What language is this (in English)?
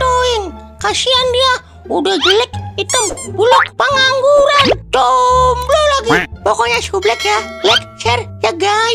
Betawi